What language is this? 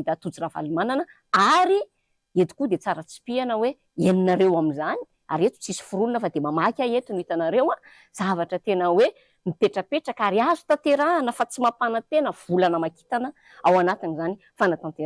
Malagasy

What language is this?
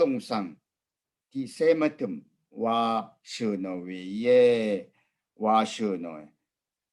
Rawang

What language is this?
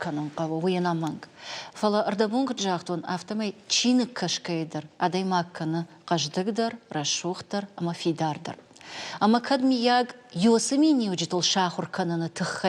Ossetic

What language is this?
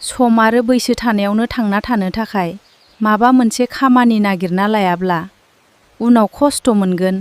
Bodo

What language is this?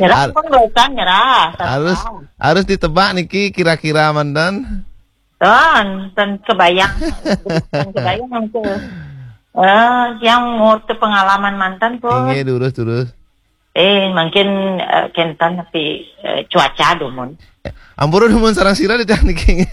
Balinese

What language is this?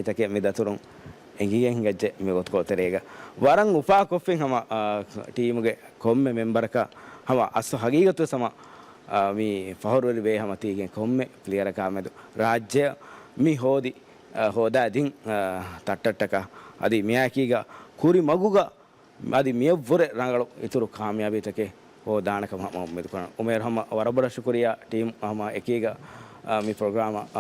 Divehi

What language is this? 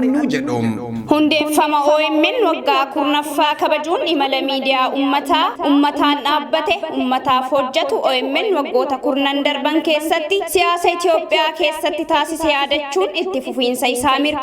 Oromo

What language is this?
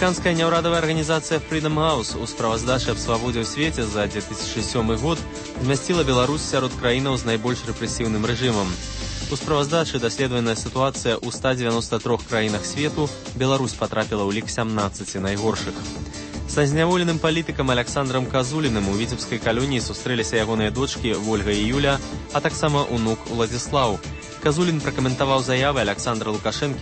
Belarusian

